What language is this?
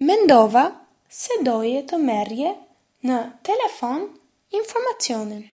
Albanian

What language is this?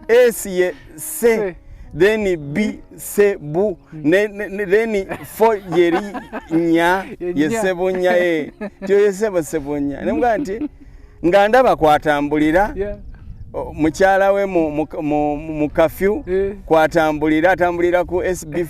Ganda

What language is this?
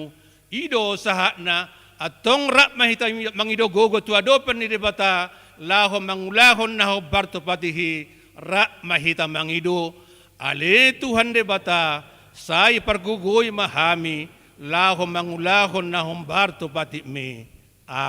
Batak Toba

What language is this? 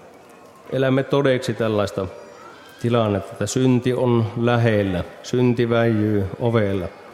Finnish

